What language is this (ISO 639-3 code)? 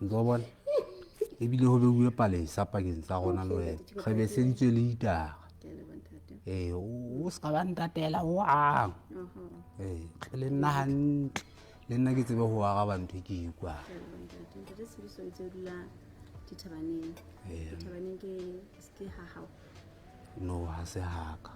sot